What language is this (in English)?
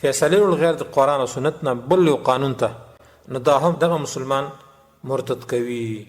Pashto